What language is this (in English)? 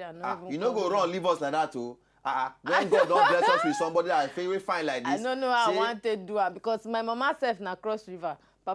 Nigerian Pidgin